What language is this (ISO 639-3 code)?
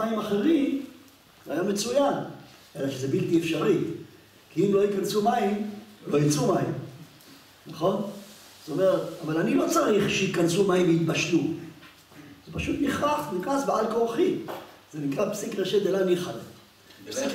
heb